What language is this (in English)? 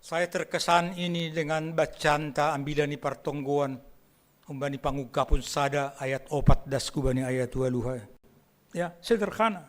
Batak Simalungun